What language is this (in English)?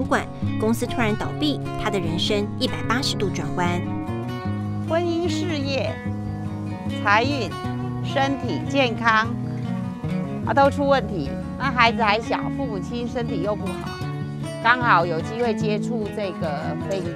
Chinese